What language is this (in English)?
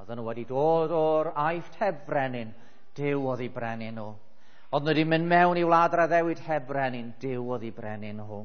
Welsh